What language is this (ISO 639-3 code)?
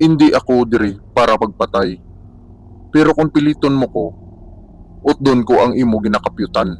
hil